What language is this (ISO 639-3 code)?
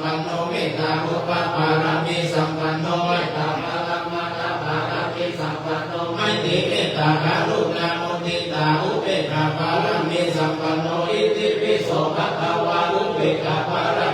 pli